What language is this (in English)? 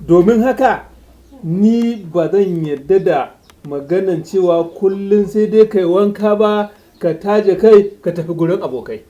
Hausa